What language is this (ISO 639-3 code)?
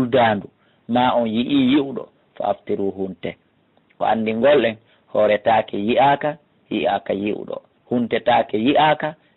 ful